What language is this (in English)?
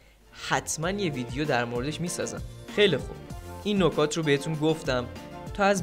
Persian